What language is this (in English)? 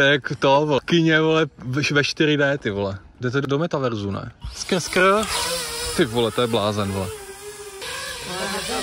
Czech